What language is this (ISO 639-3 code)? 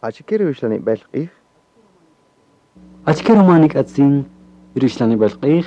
cak